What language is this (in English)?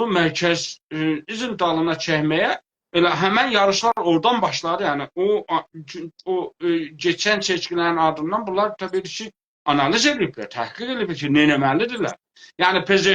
South Azerbaijani